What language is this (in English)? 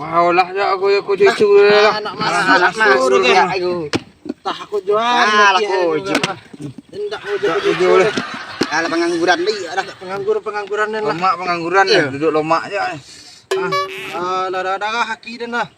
Minangkabau